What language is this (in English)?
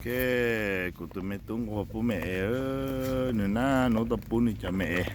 Hmong